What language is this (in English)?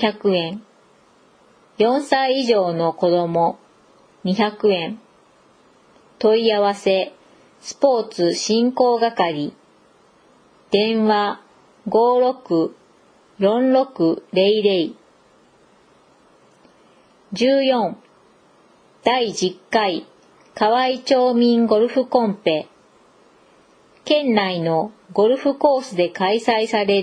Japanese